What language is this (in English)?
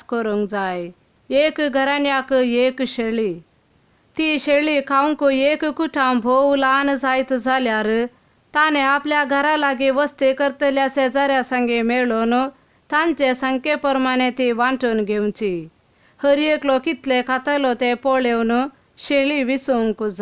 Konkani